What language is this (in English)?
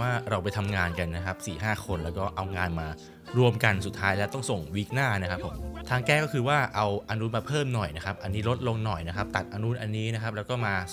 Thai